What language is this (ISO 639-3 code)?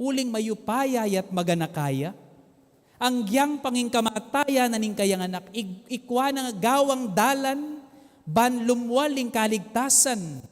pam